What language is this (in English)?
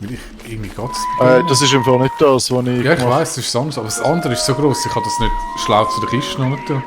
Swiss German